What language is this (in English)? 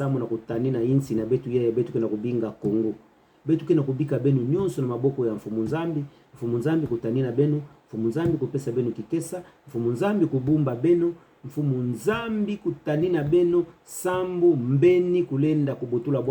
Kituba (Democratic Republic of Congo)